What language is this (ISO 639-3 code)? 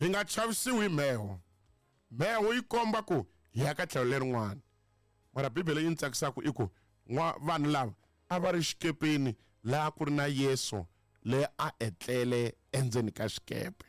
tso